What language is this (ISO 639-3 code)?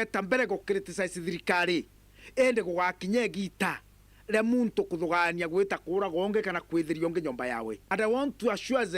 mer